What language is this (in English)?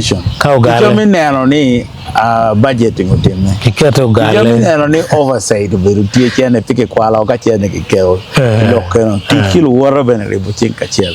Acoli